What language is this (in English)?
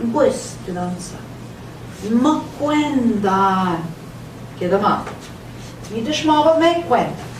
Central Ojibwa